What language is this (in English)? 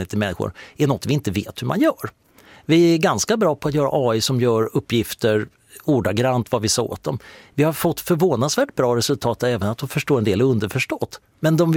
Swedish